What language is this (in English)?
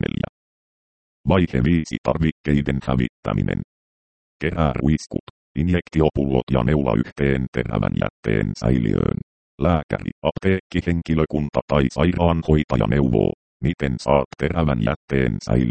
Finnish